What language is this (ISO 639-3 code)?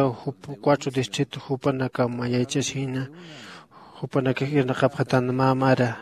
aym